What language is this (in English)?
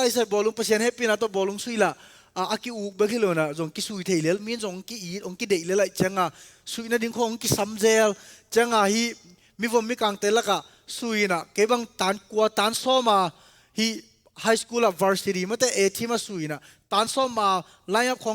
Tedim Chin